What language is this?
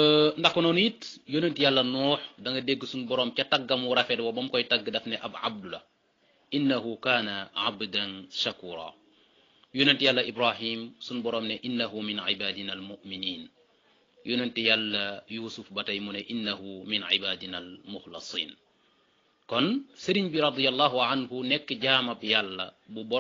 Wolof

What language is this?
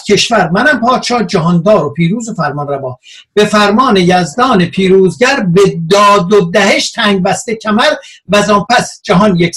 Persian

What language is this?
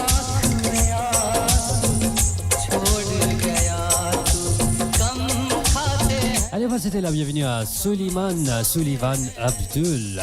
Morisyen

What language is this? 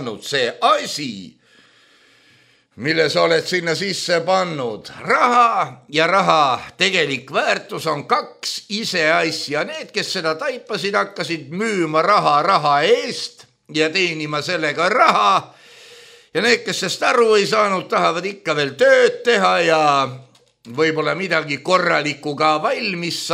Estonian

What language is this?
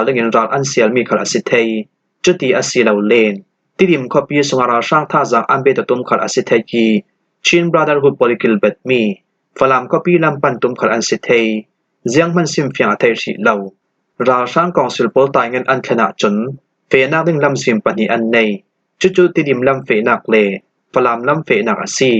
Falam Chin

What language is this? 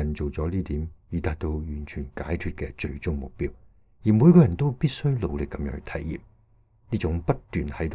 Cantonese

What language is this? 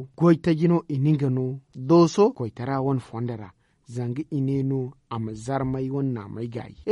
Zarma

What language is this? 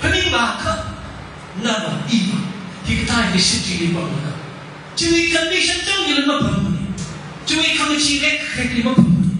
Tangkhul Naga (India)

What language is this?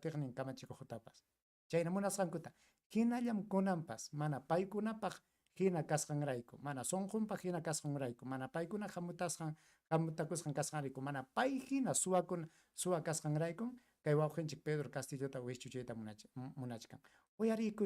Ayacucho Quechua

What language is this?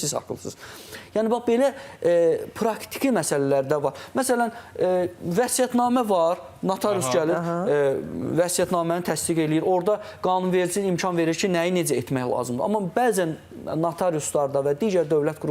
Azerbaijani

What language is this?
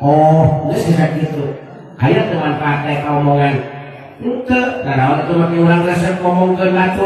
Sundanese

